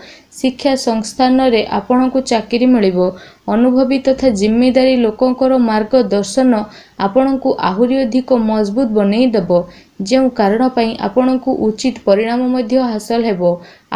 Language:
Odia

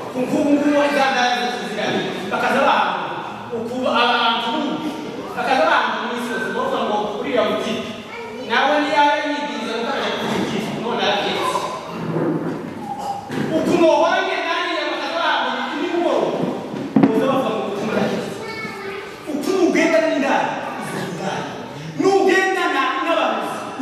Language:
Kinyarwanda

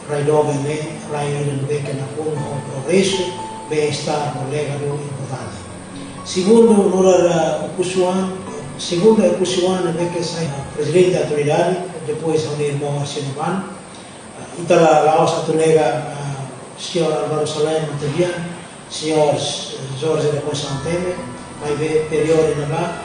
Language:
Tetum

